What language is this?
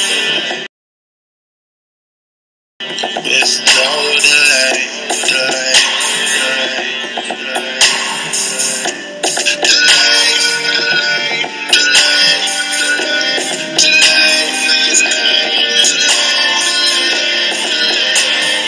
English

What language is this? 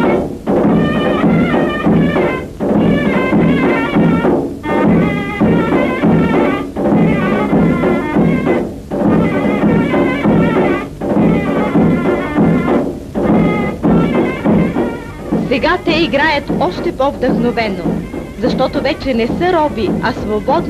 Bulgarian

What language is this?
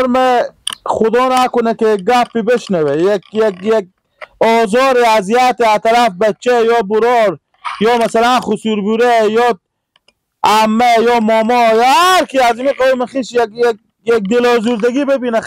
Hazaragi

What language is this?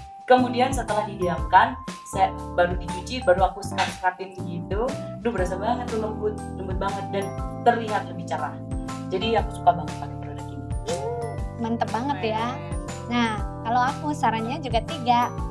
Indonesian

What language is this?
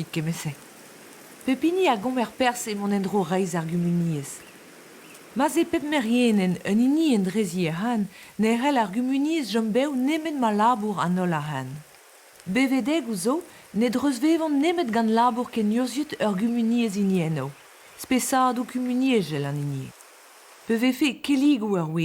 Breton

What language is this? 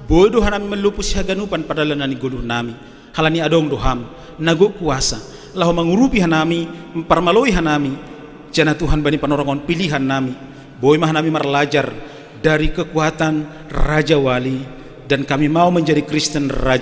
Batak Simalungun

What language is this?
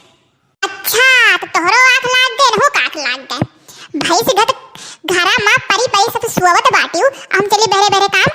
Awadhi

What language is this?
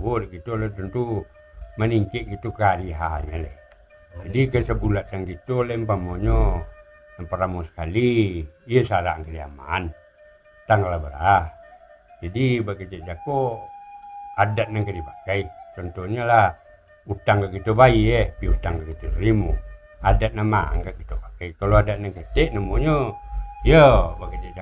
Minangkabau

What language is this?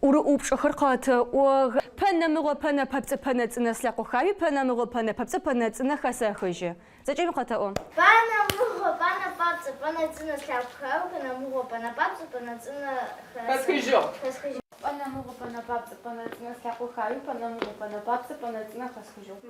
Adyghe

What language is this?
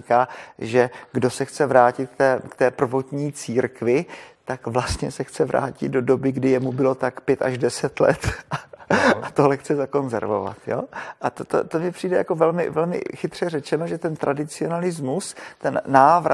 Czech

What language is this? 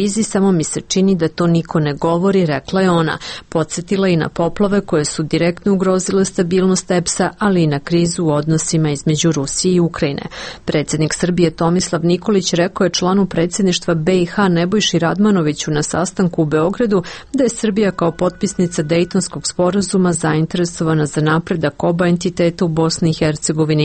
Serbian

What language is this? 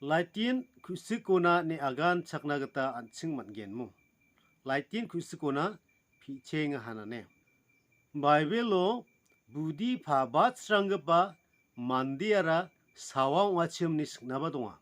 Garo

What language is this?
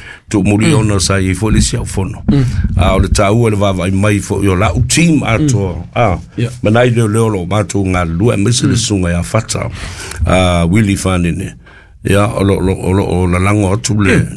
Samoan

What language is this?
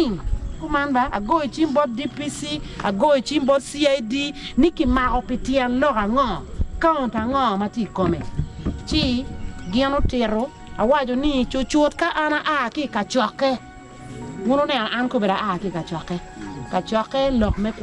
Acoli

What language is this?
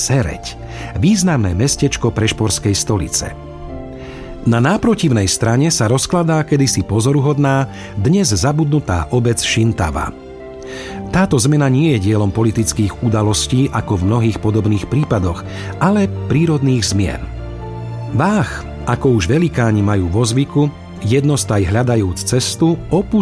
Slovak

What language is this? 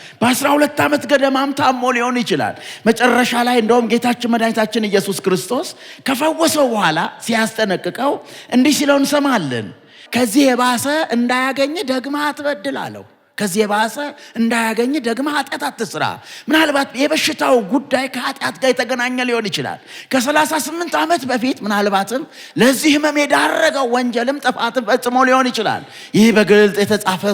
Amharic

